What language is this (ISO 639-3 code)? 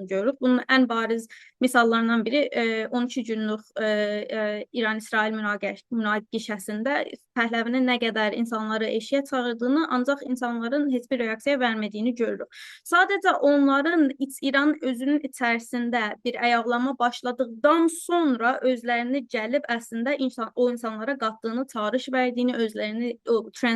azb